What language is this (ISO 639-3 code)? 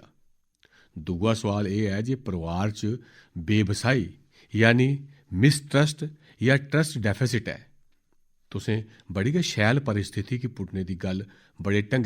doi